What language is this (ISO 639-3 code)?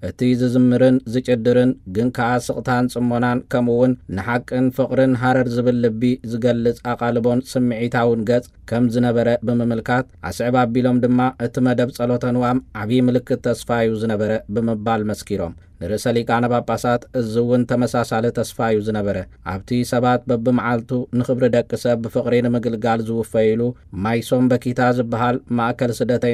tir